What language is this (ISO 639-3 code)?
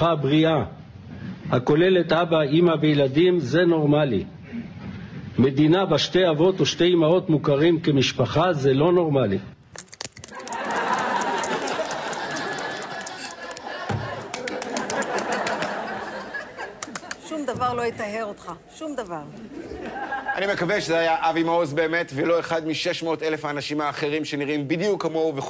heb